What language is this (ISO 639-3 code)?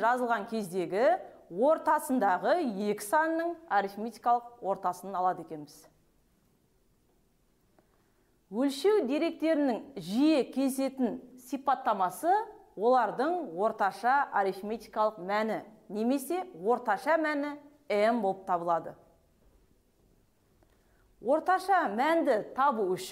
kaz